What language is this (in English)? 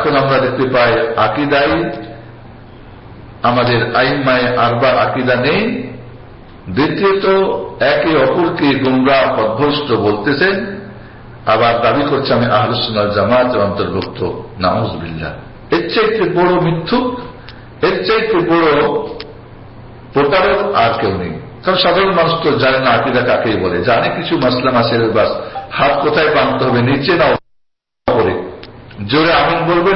Bangla